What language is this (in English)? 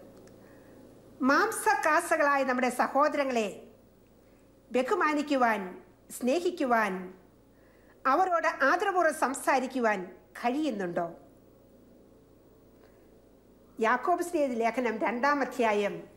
Malayalam